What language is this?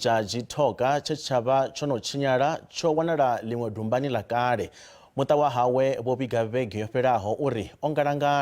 Venda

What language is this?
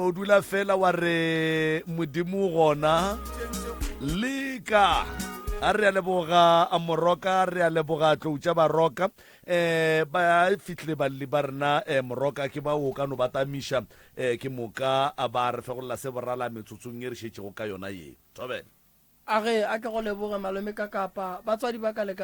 Northern Sotho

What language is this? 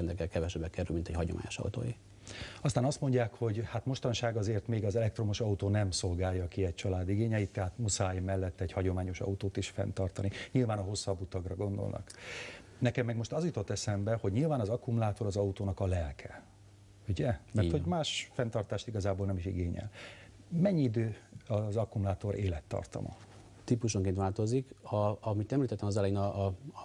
Hungarian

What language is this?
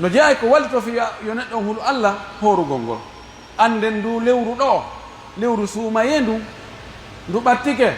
Pular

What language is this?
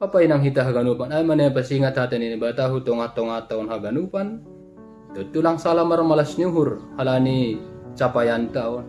Batak Simalungun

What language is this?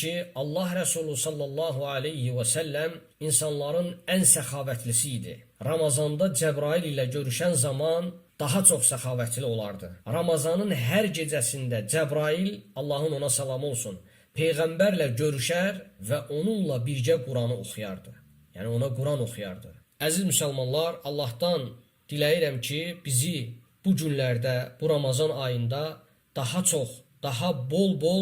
Azerbaijani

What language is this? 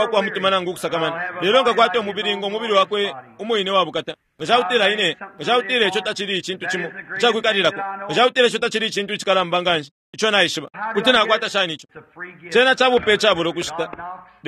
Bemba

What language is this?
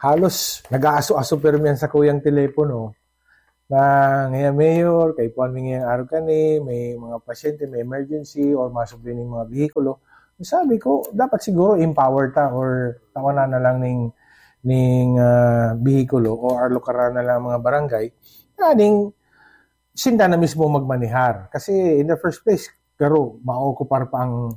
Bikol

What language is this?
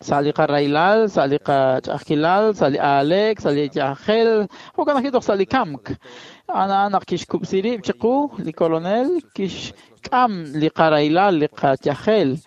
Kekchí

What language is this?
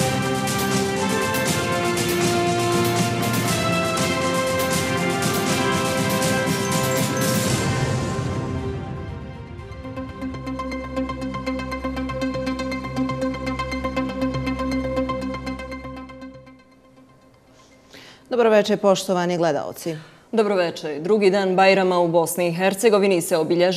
Bosnian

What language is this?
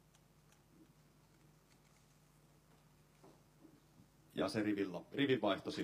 Finnish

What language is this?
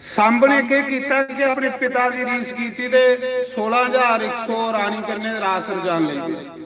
Dogri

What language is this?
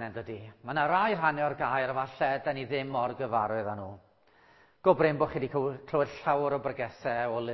Welsh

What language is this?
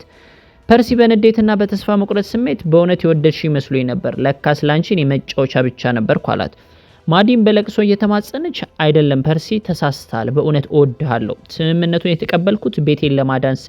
Amharic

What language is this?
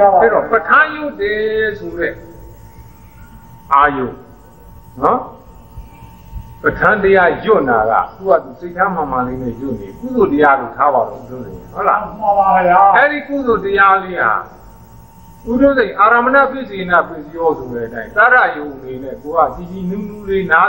Burmese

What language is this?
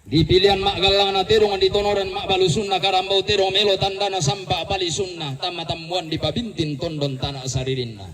Toraja-Sa'dan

